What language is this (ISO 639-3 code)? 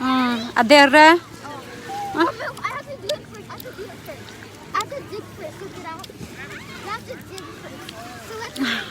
cnh